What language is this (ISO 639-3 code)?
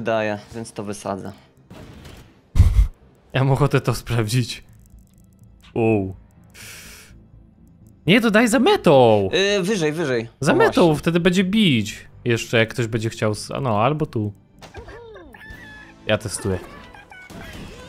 pol